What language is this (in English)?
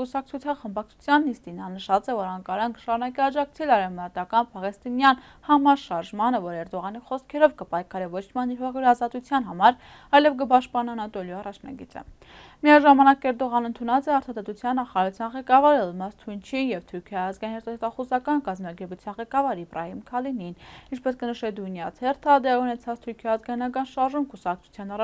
Western Armenian